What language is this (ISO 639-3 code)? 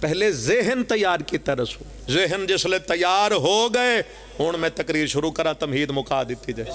phr